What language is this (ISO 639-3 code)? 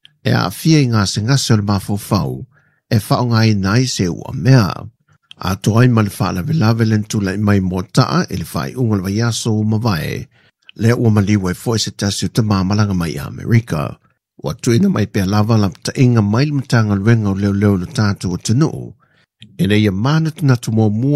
smo